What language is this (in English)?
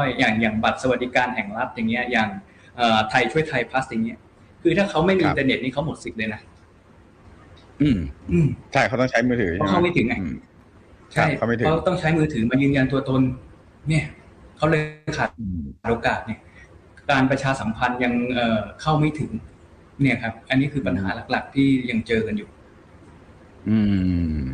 Thai